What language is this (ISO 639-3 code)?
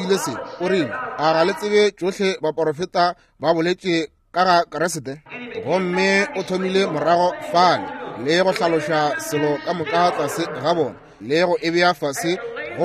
nso